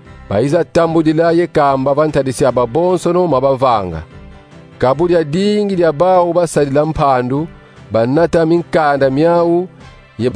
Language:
Kongo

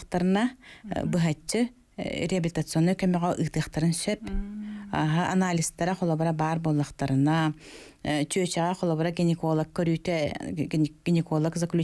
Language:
Yakut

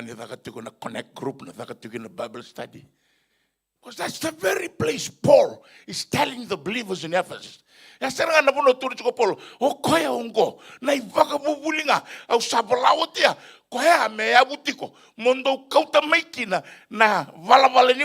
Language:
Fijian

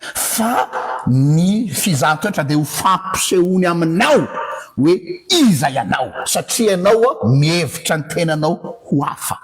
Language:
Malagasy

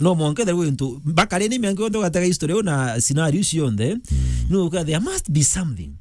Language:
Meru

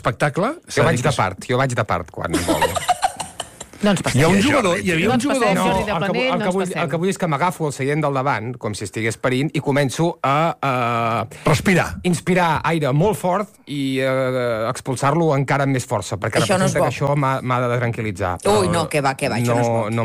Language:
Catalan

